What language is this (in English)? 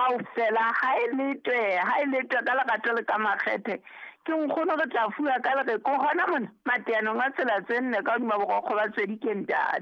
Southern Sotho